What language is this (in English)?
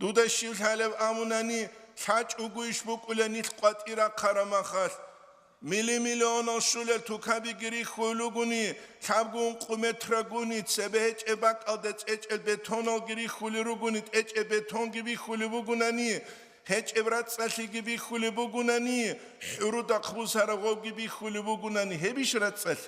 Avaric